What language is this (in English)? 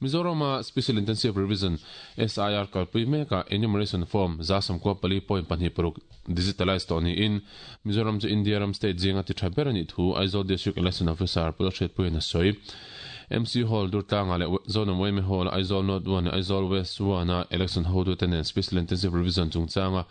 Mizo